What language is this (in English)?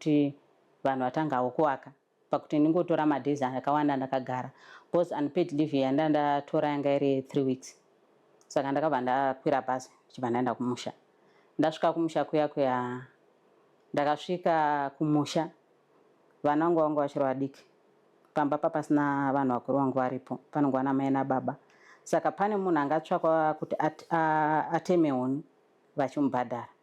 Shona